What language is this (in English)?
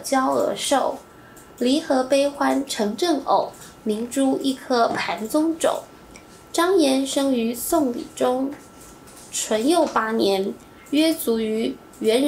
Chinese